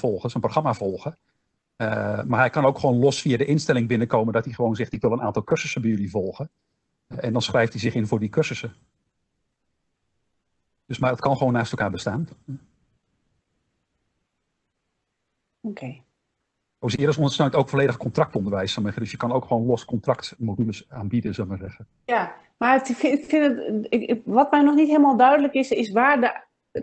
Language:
Dutch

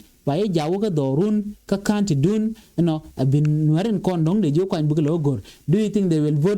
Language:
Nuer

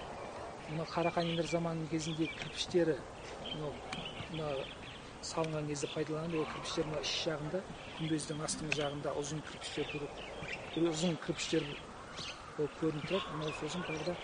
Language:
Kazakh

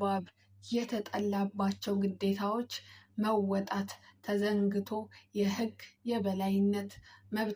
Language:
Amharic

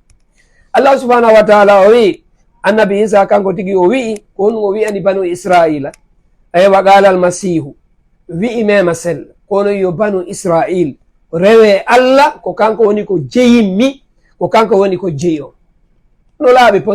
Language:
Fula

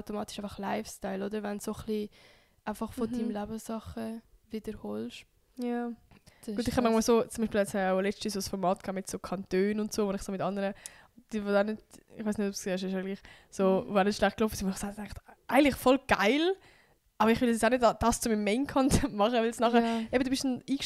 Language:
Swiss German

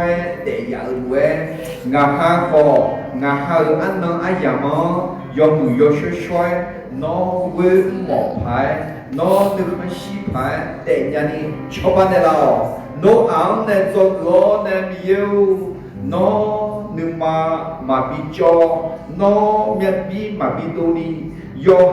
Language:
Akha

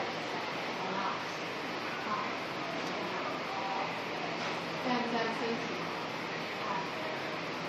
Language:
Chinese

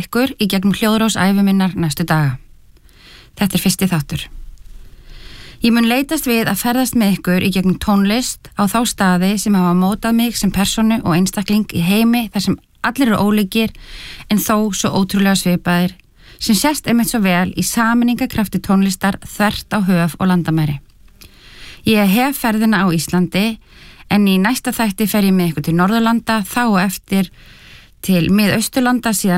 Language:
Icelandic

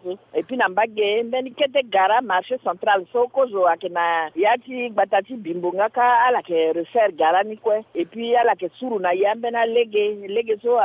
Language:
Sango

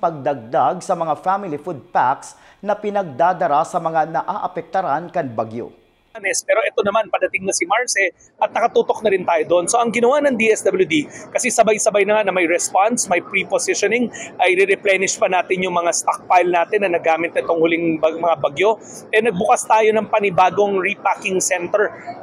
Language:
Bikol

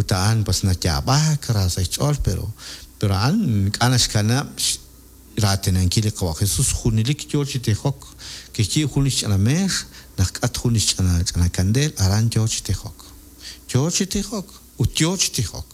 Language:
Kekchí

